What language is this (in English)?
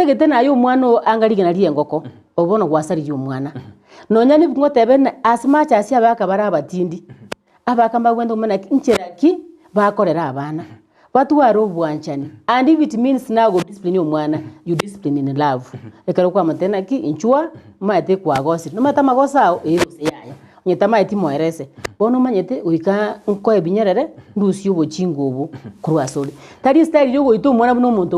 Gusii